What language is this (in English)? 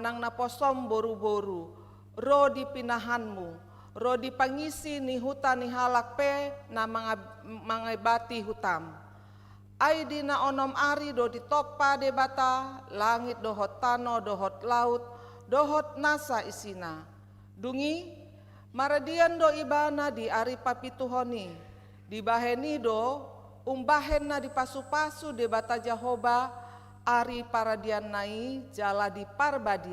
Batak Toba